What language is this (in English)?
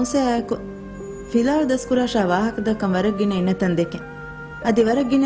Divehi